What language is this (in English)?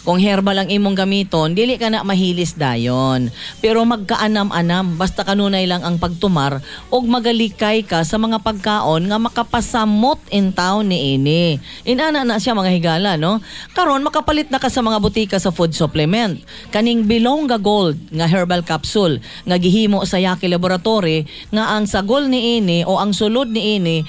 Cebuano